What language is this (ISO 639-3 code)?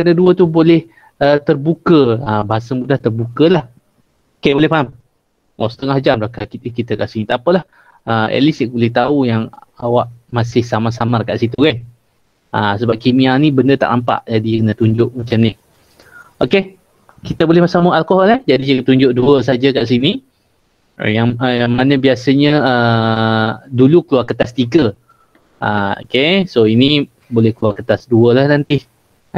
msa